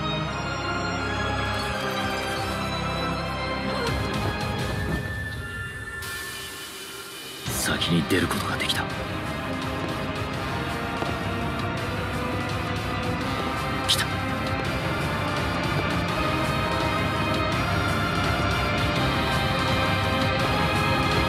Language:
Japanese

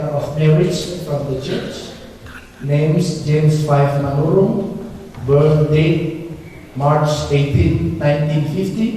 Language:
Batak Toba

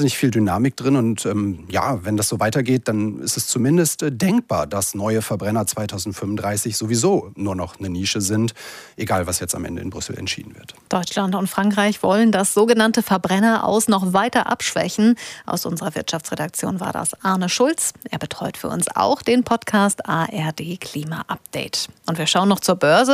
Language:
German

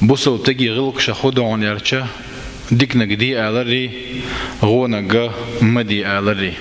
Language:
Chechen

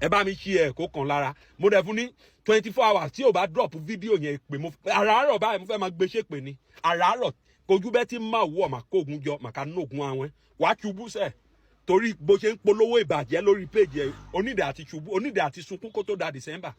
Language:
Yoruba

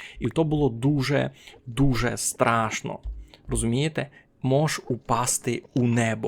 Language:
Rusyn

